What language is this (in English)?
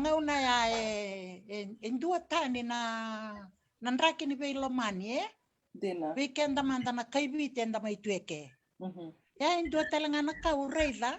Fijian